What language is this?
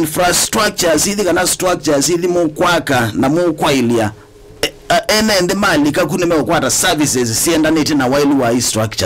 Kamba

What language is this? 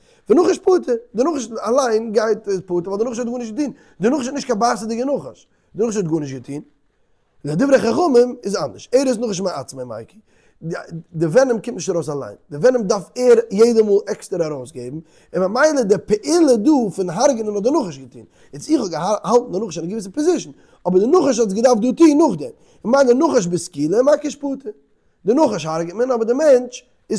Yiddish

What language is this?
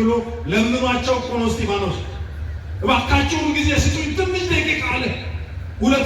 Amharic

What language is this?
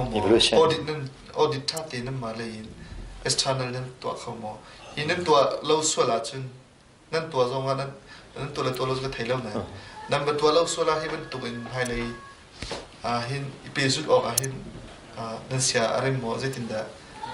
Hakha Chin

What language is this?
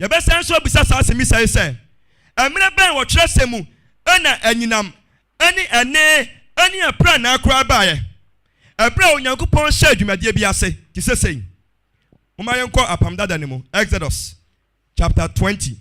Akan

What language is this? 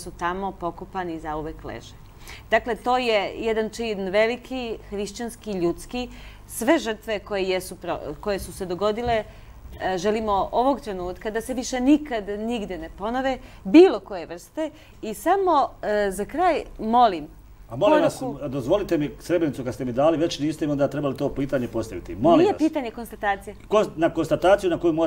Serbian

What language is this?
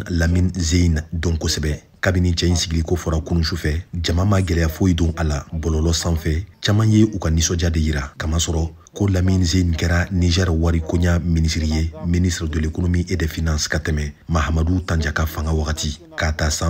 Bambara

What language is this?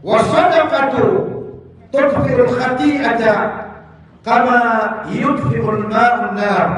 Maranao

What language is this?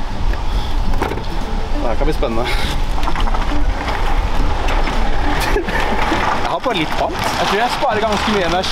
Norwegian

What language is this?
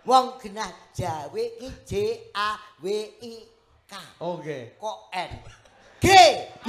Javanese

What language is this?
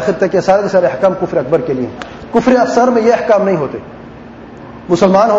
Urdu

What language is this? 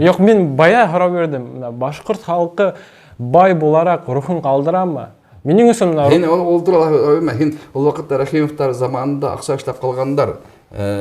Bashkir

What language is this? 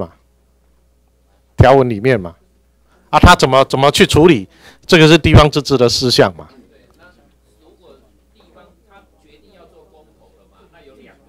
Chinese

